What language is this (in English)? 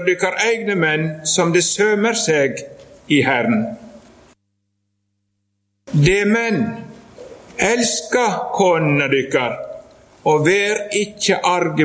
Norwegian